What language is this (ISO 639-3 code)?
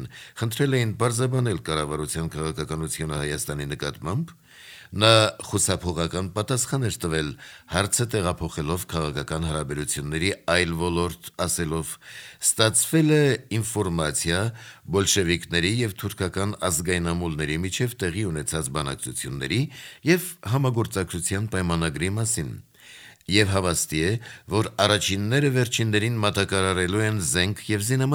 hye